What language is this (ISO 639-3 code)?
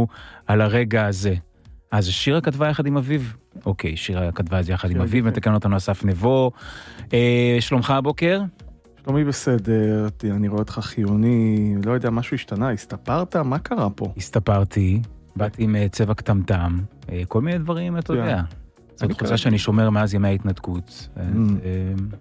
heb